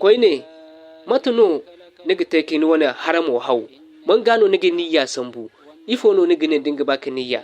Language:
Zarma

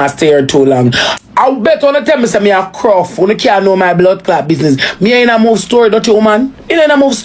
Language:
Jamaican Creole English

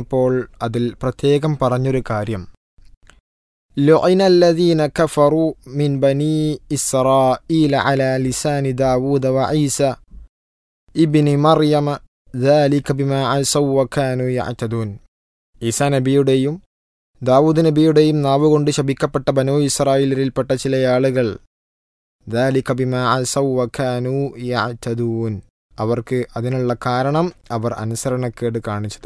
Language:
Malayalam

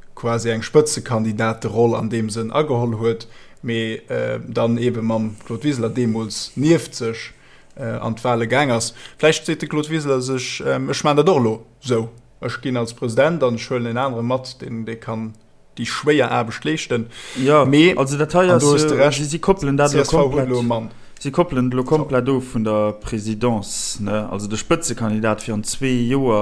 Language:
Luxembourgish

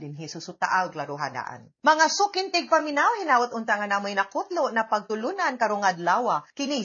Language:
Cebuano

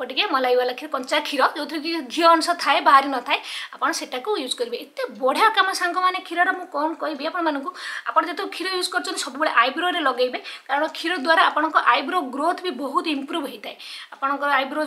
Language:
Odia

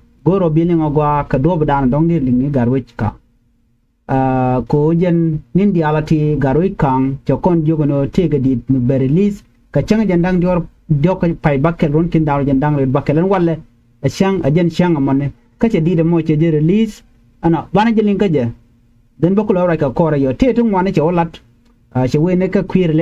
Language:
Nuer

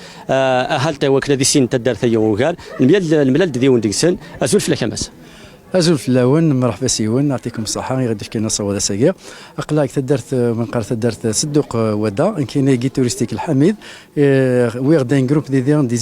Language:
Kabyle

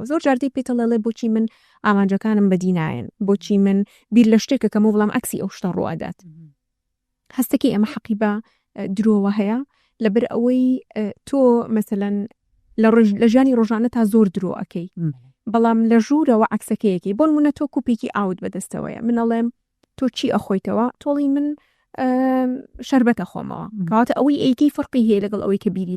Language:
Central Kurdish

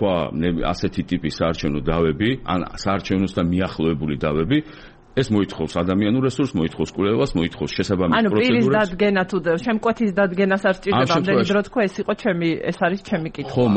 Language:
Georgian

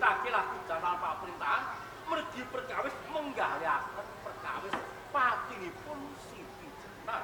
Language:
Javanese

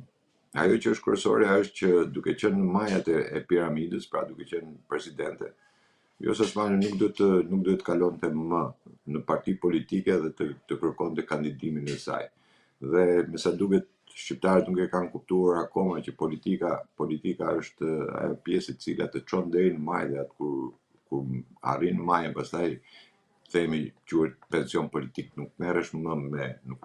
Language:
Albanian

